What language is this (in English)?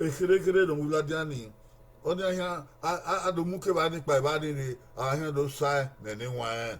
Bini